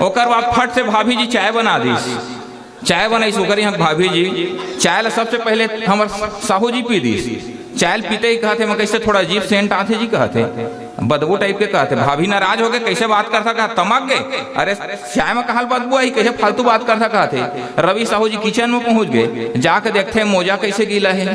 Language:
Chhattisgarhi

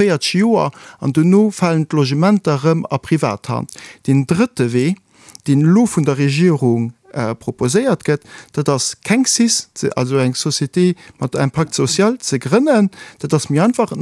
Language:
Luxembourgish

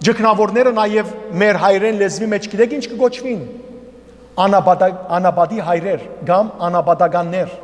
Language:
Western Armenian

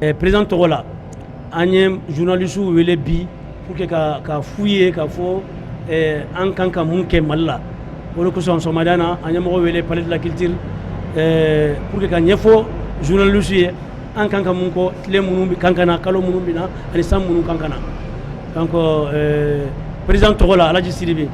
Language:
Bambara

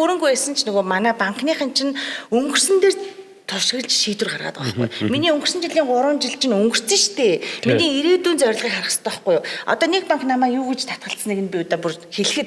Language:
Mongolian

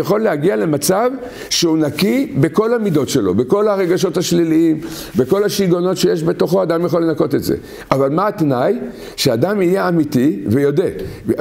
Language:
Hebrew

